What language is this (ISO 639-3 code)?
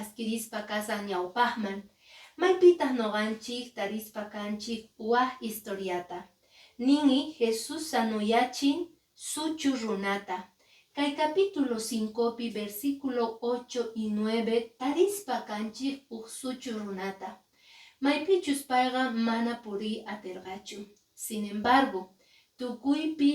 que